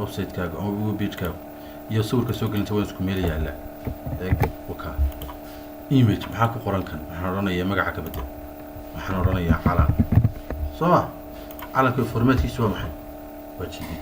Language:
Somali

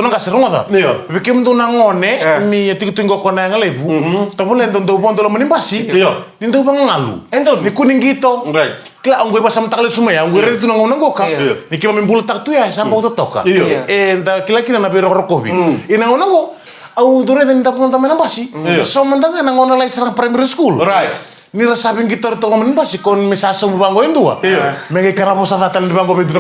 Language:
Fijian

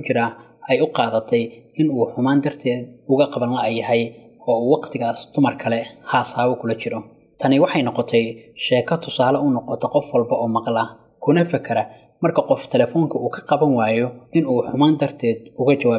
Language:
Somali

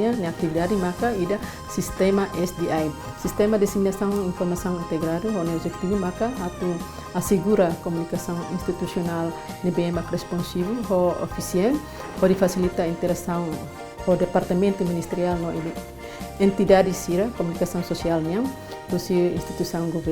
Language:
Tetum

